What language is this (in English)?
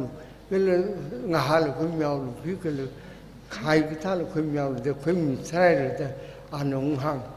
Tangkhul Naga (India)